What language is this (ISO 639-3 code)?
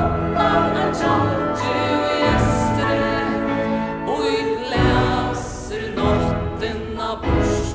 fao